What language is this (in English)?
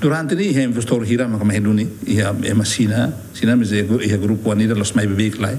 Tetum